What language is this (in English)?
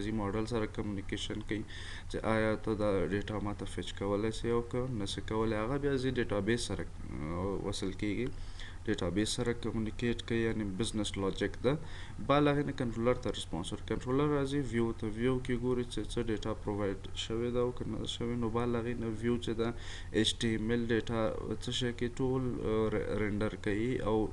Pashto